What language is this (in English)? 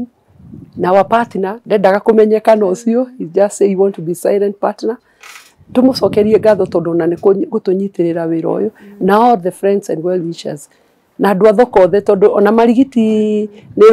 Kikuyu